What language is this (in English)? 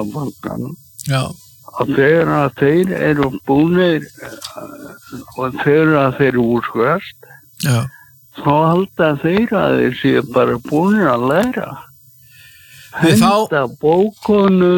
Icelandic